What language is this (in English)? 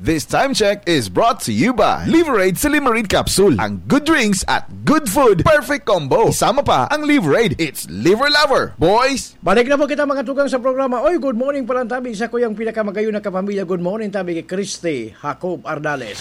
Bikol